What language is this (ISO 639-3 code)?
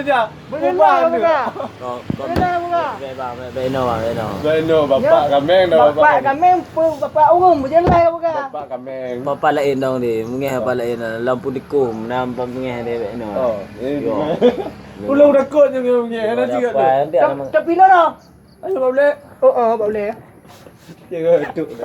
ace